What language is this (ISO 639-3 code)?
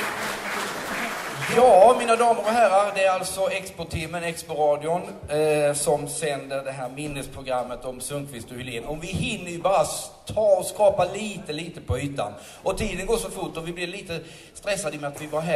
swe